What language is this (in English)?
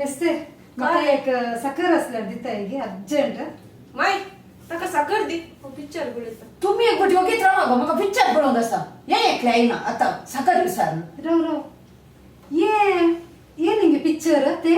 Konkani